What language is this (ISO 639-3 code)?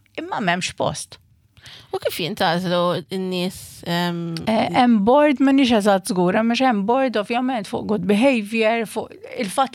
mlt